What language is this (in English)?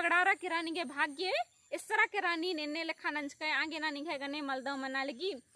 Kurukh